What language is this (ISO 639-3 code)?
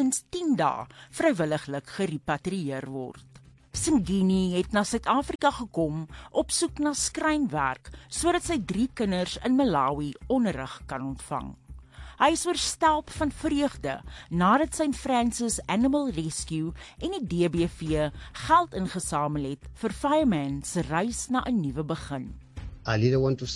afr